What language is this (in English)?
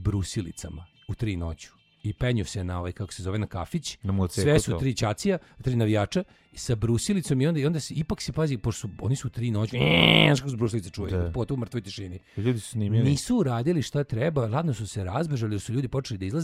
Serbian